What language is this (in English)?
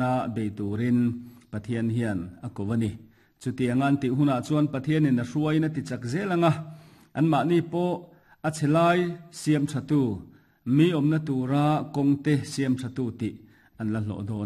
Mizo